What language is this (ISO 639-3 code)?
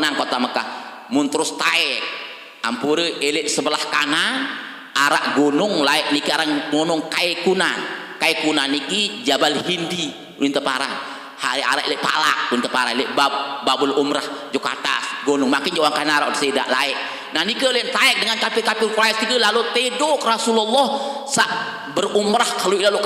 sas